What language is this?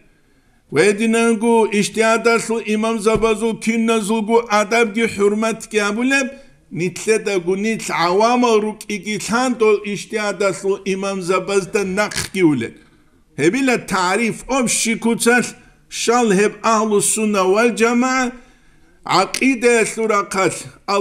Avaric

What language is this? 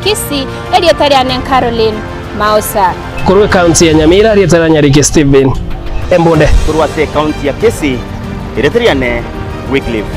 Gusii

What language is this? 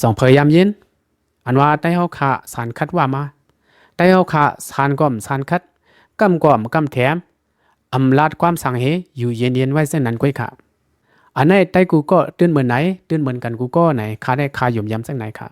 Shan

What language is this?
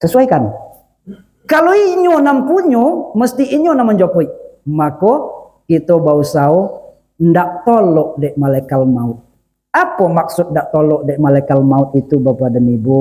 Minangkabau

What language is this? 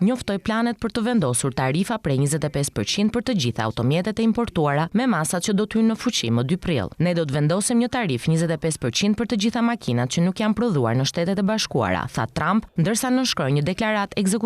Albanian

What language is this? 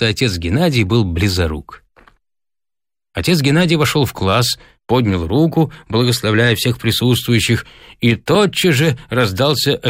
Russian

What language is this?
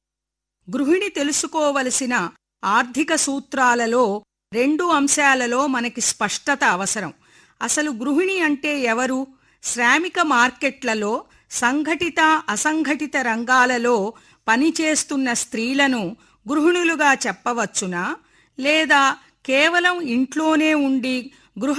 Telugu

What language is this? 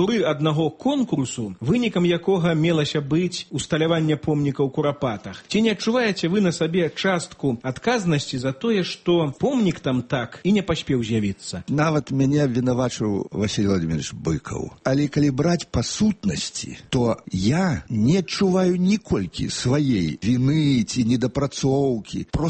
Belarusian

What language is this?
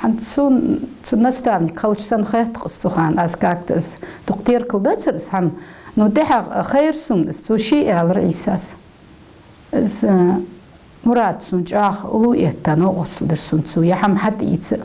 Ingush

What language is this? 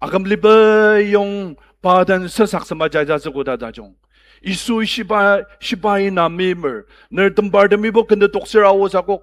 Ao Naga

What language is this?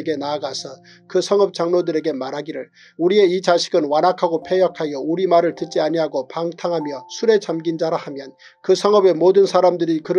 Korean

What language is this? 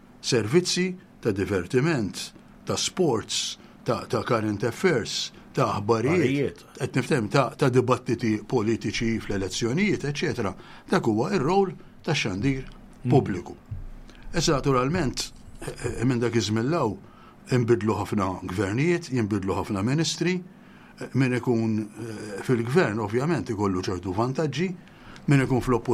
Maltese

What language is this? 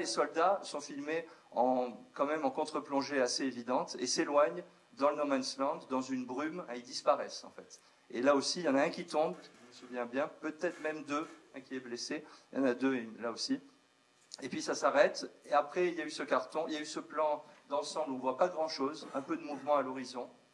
French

